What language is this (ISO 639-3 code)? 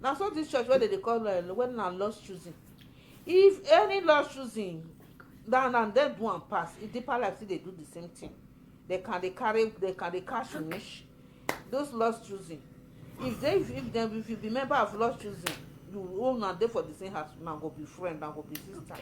pcm